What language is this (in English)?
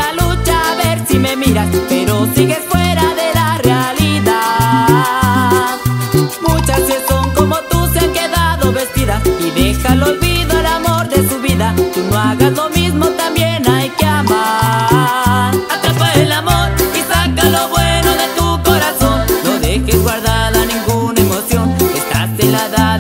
Spanish